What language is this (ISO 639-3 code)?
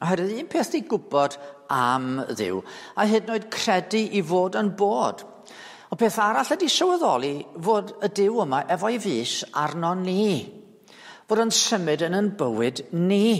cym